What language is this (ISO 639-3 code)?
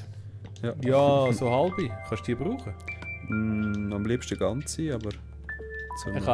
gsw